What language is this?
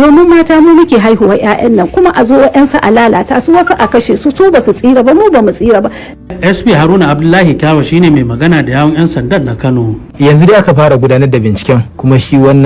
Hausa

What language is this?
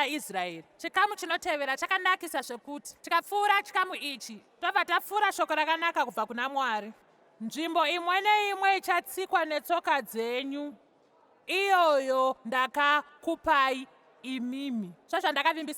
Shona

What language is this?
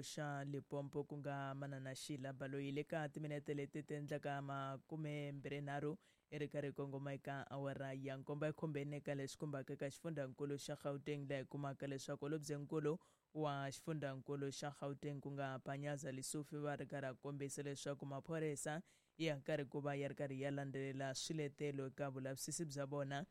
Tsonga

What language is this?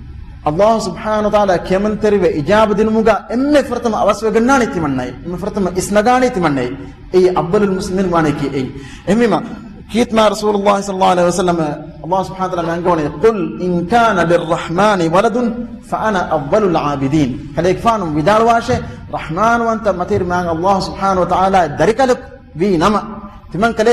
Divehi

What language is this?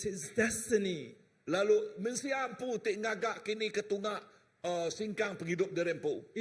Iban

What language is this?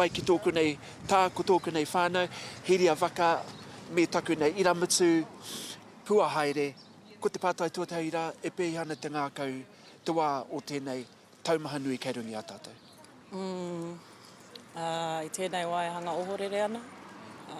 Māori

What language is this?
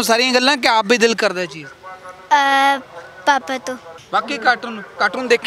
Punjabi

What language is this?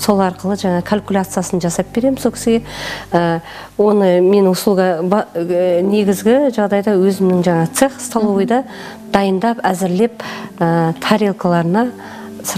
Kazakh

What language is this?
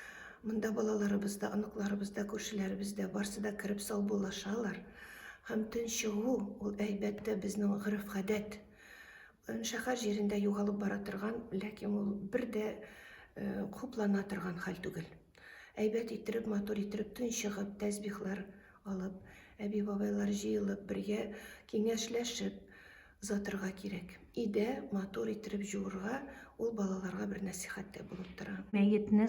Tatar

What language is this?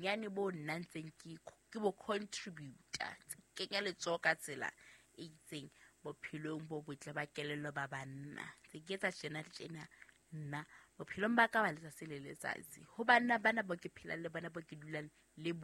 Southern Sotho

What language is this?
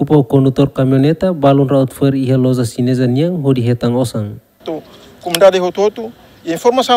Tetum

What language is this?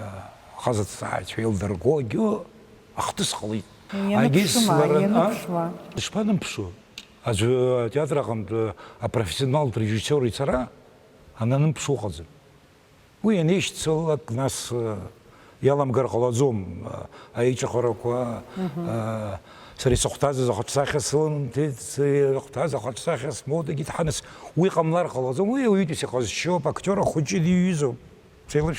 Abkhazian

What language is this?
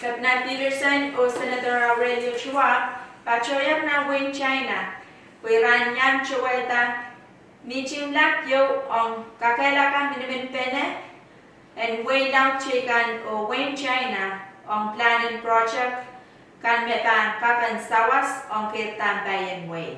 Pohnpeian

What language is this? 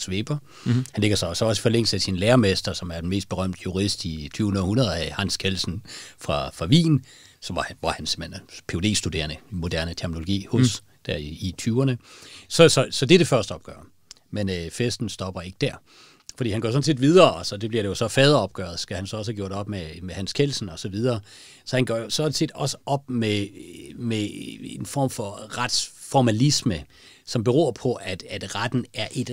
Danish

